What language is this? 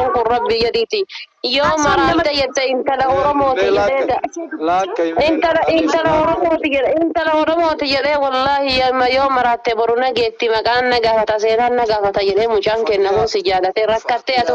Oromo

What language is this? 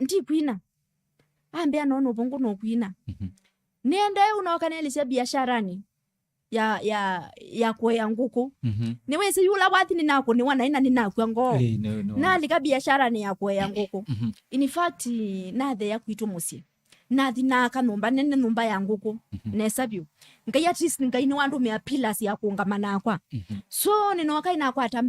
Kamba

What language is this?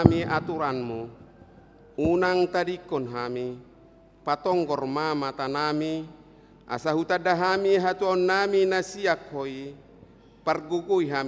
Batak Toba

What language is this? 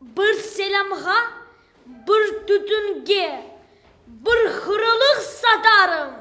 Crimean Tatar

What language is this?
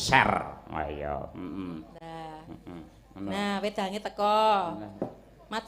Javanese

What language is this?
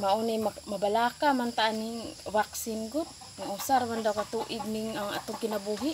Cebuano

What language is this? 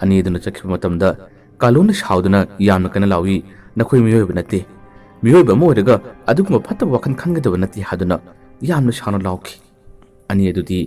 Manipuri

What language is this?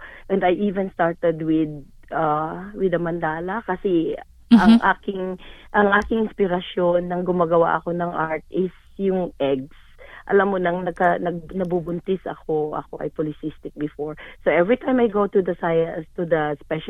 Filipino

